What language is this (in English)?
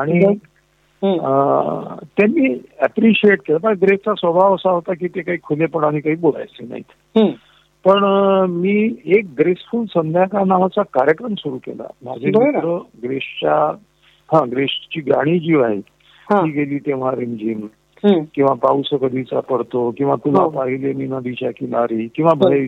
Marathi